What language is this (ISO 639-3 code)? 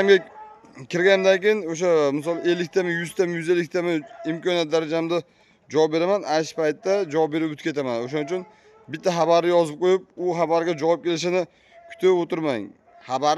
uzb